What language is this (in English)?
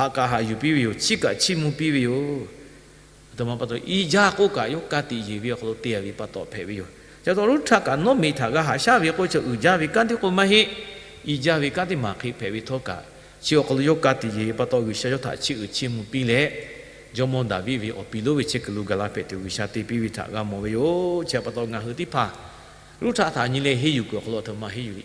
Lahu